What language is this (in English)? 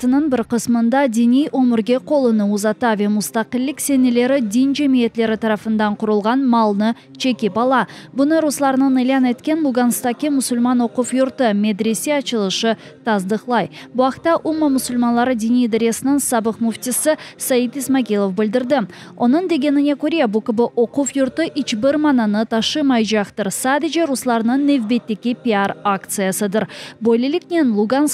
Crimean Tatar